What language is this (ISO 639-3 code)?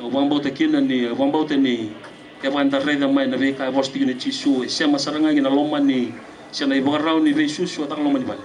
fij